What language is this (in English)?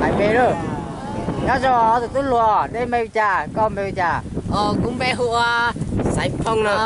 Hmong